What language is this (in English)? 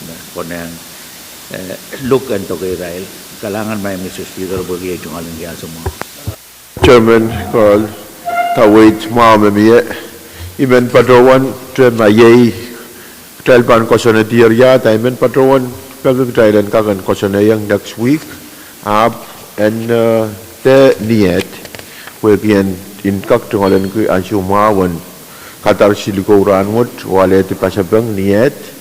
Pohnpeian